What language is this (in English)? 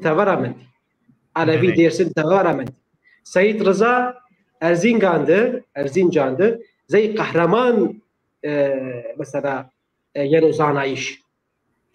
Zaza